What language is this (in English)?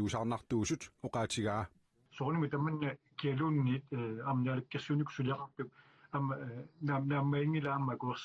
Kalaallisut